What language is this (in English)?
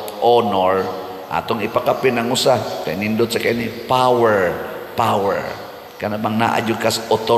Cebuano